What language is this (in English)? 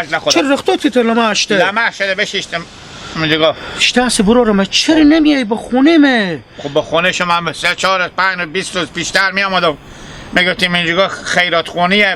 Hazaragi